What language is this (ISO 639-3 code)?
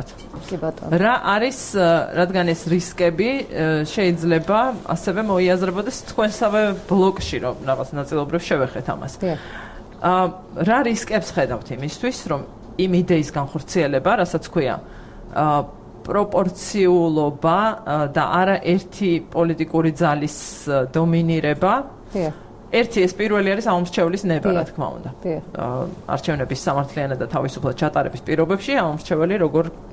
kat